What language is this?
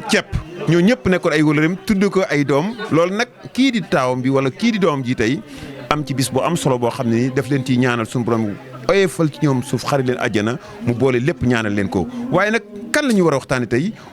Wolof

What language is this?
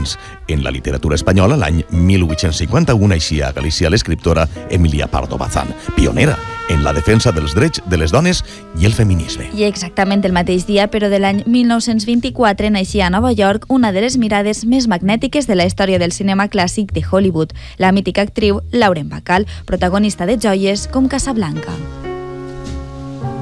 Catalan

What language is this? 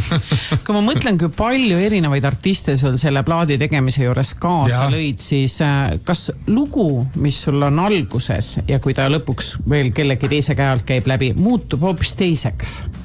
Estonian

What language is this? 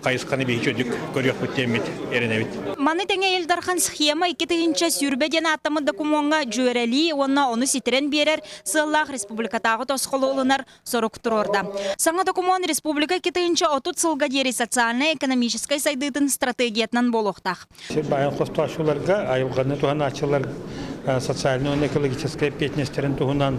Yakut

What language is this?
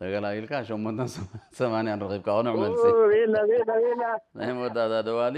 Tigre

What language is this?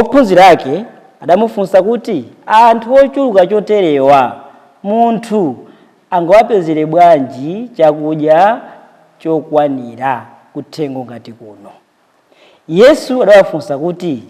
Nyanja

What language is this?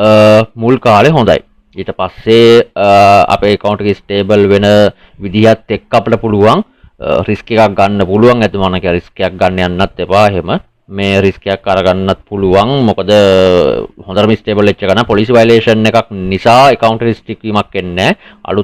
Sinhala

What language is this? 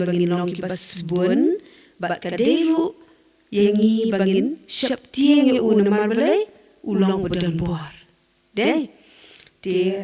Khasi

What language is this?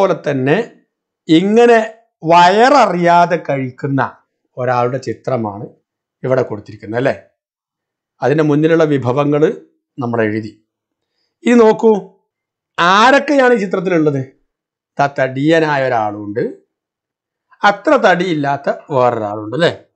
Malayalam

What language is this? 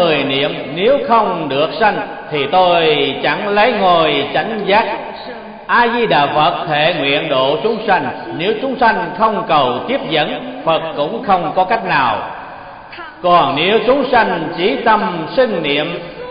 Vietnamese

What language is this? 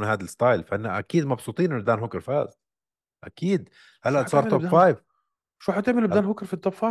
North Levantine Arabic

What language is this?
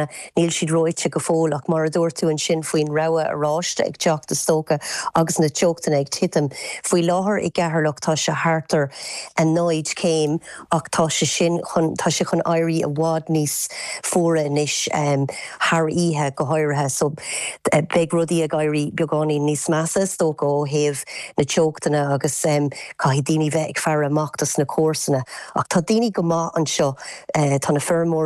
Irish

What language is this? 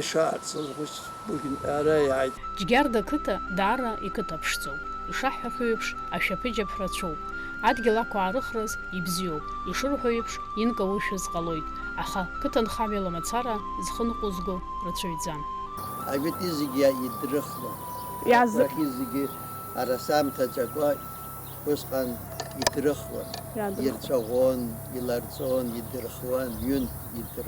Abkhazian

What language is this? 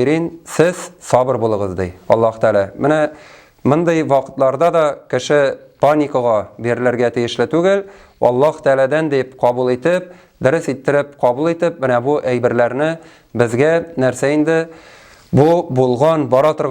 Tatar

